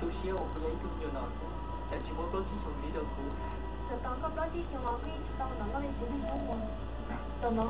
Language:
Hmong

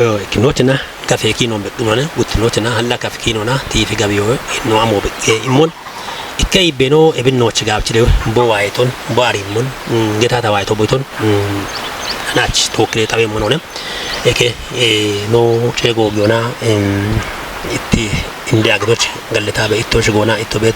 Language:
Kafa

